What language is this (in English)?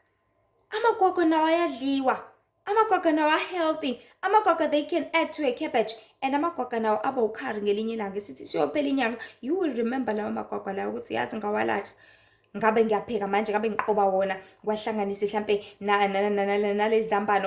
Zulu